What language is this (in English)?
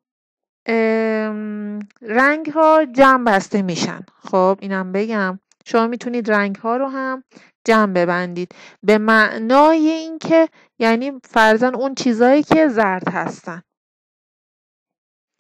Persian